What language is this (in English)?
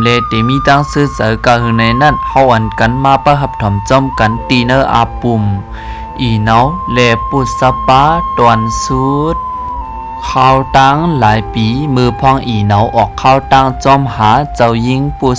Shan